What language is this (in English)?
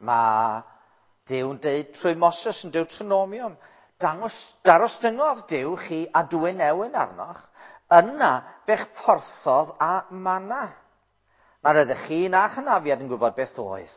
Welsh